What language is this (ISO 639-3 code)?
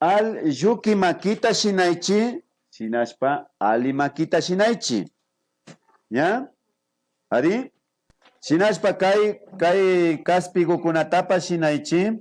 qvi